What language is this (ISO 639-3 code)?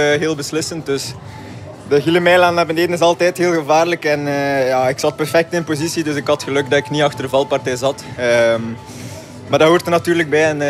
nld